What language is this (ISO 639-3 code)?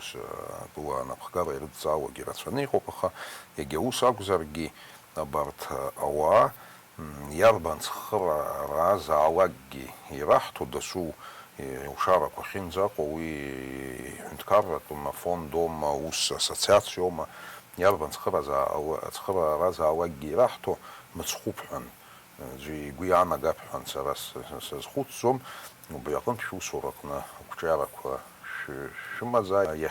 abk